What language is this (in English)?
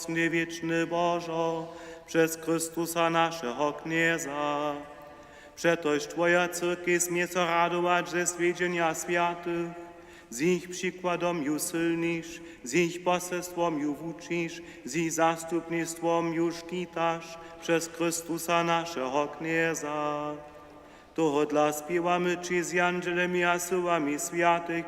Upper Sorbian